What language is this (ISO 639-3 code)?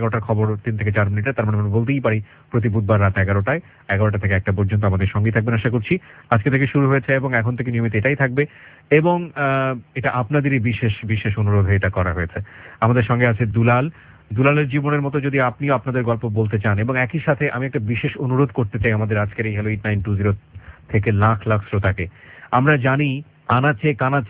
ben